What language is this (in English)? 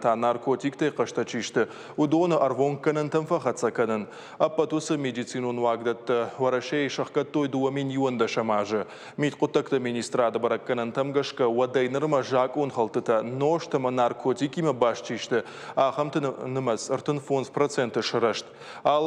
Ossetic